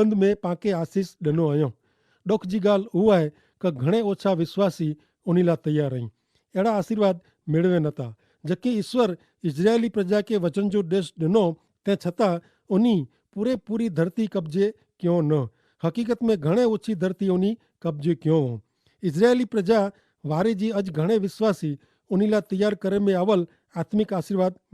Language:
Kachhi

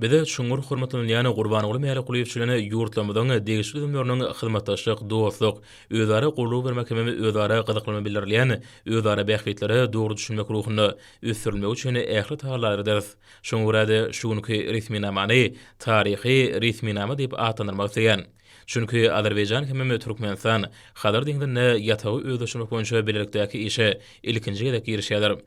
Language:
Turkmen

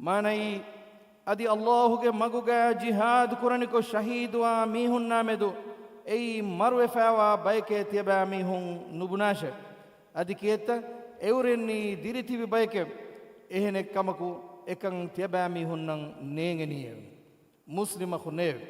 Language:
Divehi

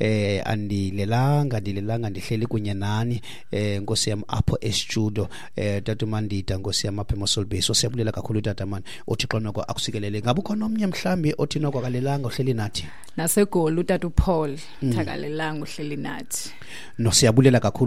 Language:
Xhosa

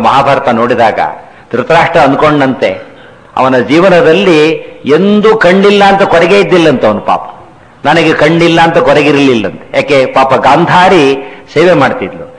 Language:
Kannada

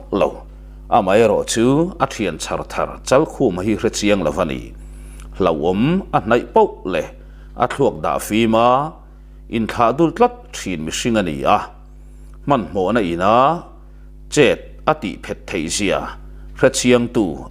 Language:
Mizo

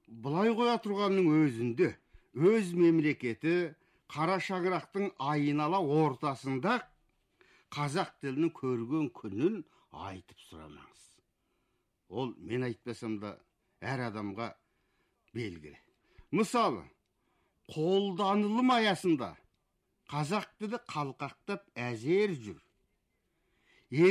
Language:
Kazakh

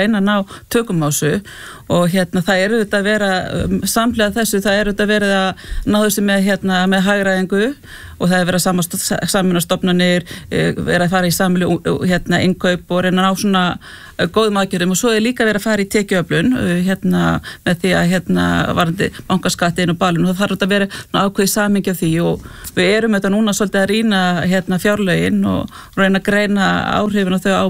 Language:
Icelandic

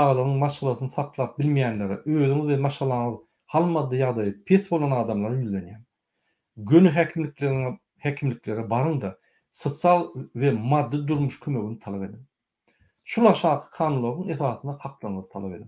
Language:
Turkmen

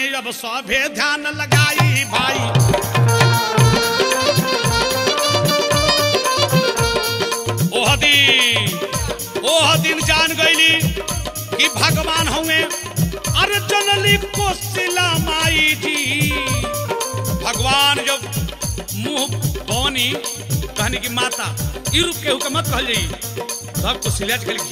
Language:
Bhojpuri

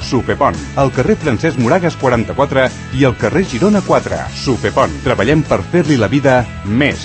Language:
Catalan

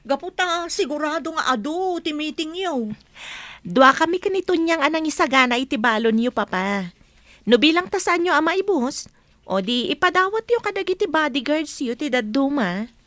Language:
Iloko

